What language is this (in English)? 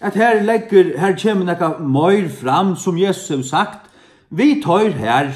Faroese